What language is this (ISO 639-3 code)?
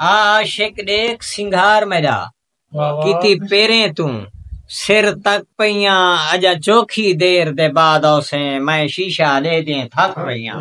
skr